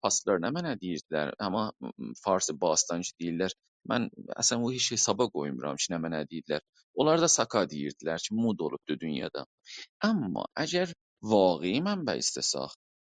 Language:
South Azerbaijani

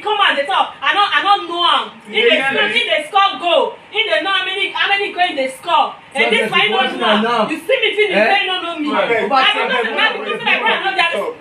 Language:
Nigerian Pidgin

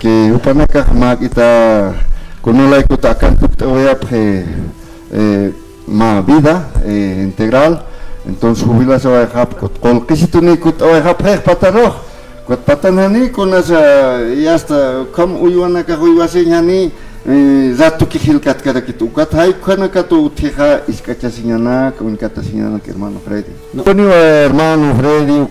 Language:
Aymara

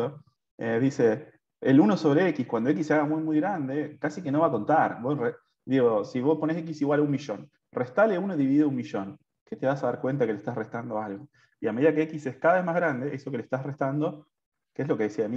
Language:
Spanish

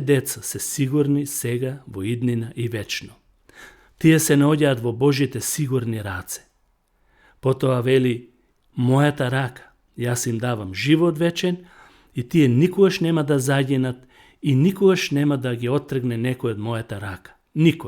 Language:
Macedonian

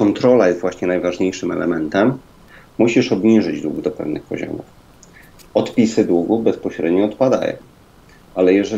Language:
Polish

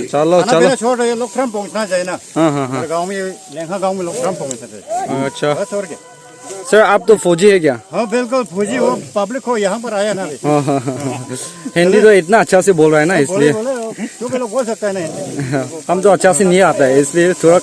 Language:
Naga Pidgin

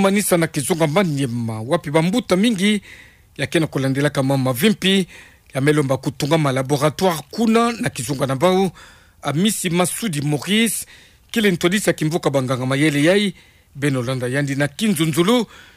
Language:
Kituba (Democratic Republic of Congo)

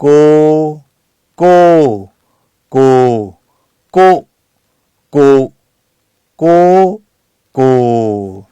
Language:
Lahu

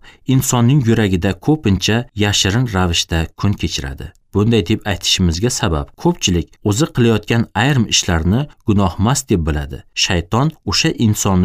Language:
Uzbek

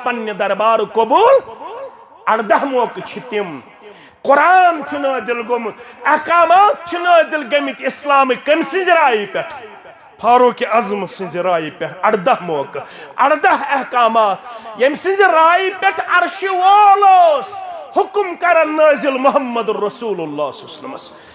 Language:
Kashmiri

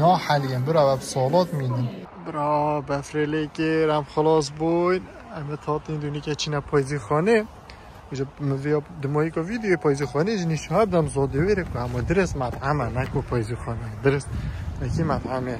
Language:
Kurdish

